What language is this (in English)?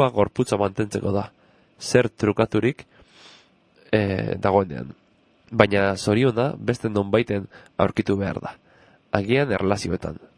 Basque